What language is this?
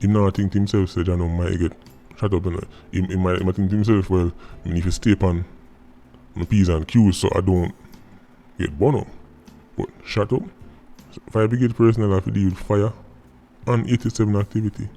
Jamaican Creole English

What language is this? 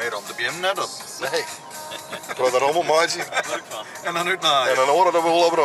Western Frisian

